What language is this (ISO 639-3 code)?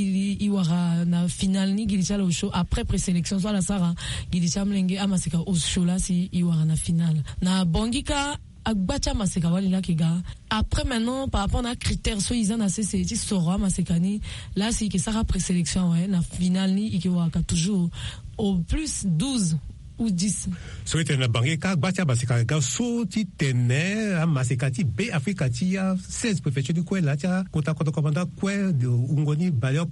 sag